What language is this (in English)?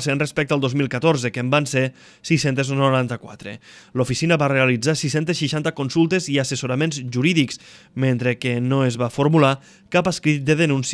Catalan